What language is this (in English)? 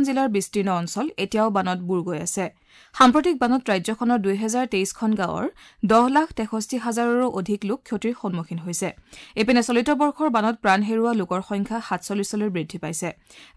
Assamese